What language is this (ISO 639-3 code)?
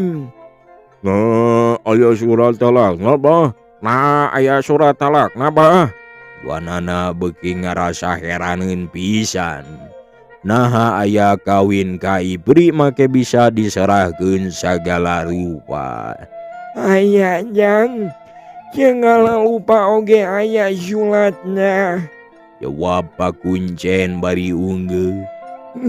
sun